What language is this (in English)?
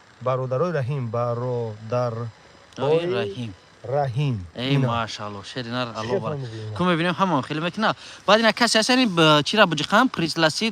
Tajik